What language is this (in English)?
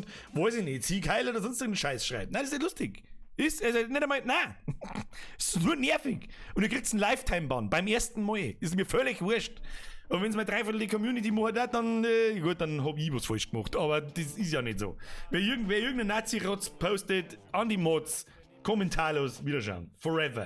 Bavarian